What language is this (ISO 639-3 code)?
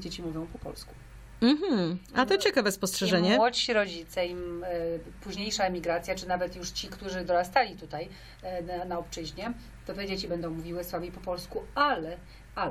pol